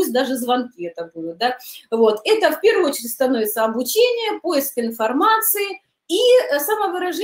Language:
Russian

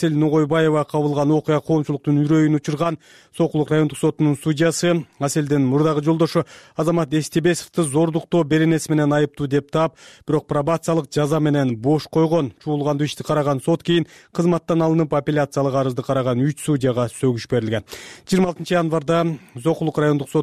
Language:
Kyrgyz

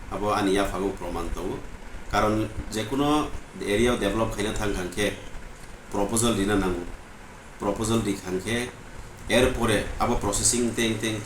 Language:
Kok Borok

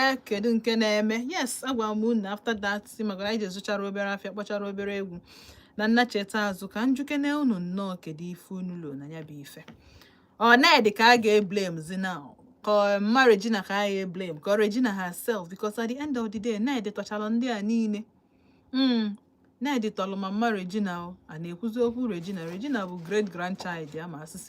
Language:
Igbo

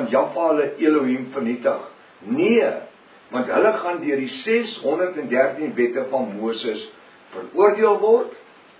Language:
Afrikaans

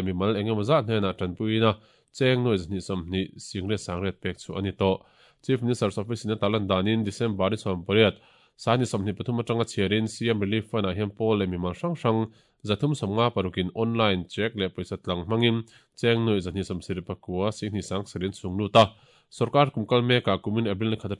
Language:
Mizo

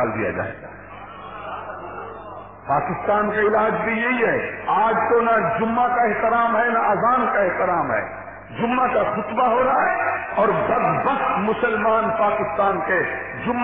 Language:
Urdu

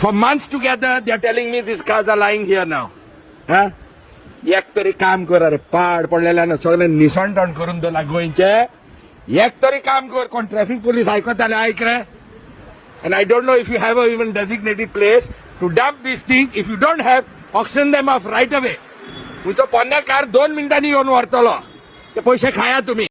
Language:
Konkani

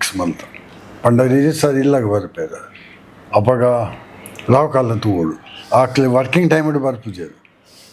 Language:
Tulu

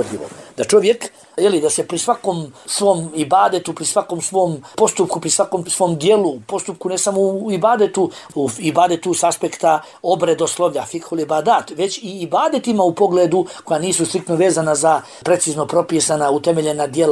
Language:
Bosnian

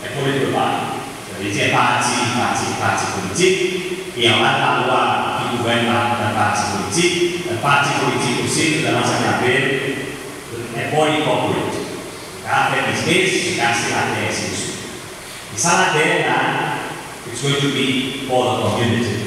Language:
Seselwa Creole French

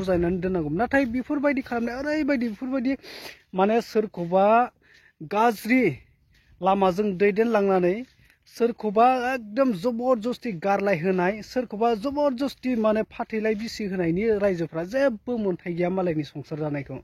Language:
Bodo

